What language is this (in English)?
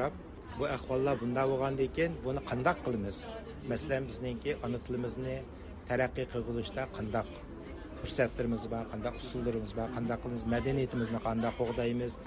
Uyghur